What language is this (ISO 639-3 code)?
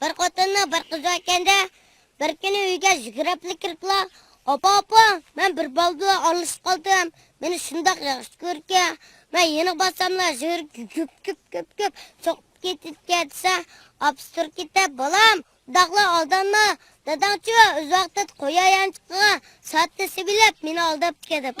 uig